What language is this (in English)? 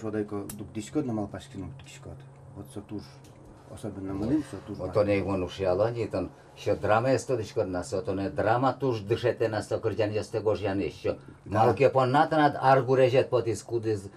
Udmurt